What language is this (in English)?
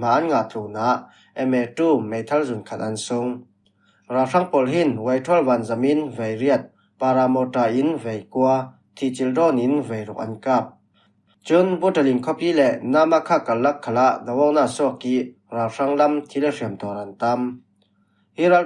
Falam Chin